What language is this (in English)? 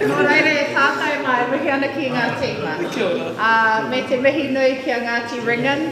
Māori